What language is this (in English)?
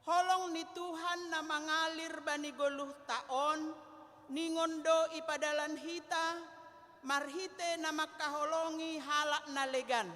Batak Simalungun